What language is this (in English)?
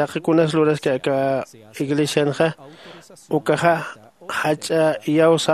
Aymara